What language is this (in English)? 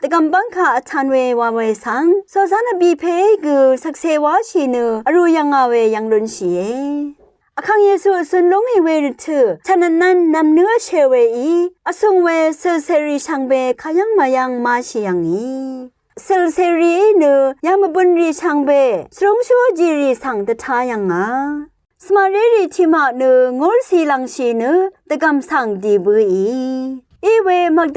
Rawang